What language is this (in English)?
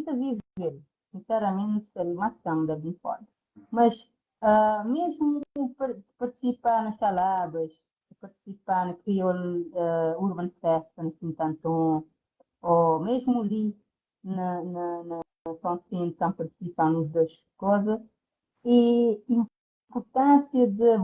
Kabuverdianu